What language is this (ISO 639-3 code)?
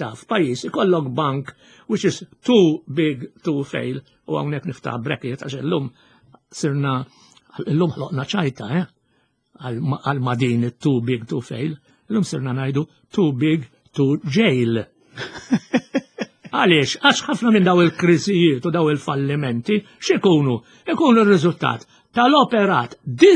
mlt